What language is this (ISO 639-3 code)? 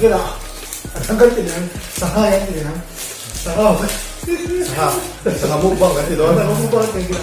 lus